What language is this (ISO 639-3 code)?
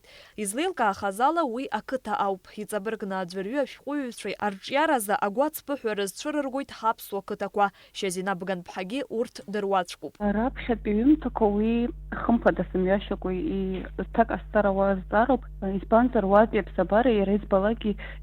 abk